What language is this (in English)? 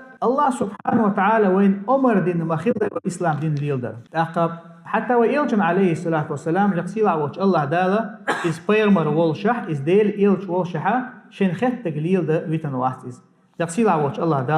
Chechen